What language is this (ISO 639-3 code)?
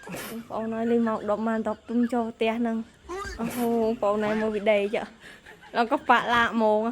khm